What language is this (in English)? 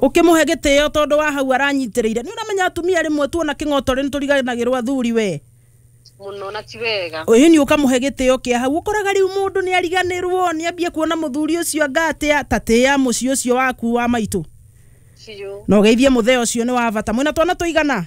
Kikuyu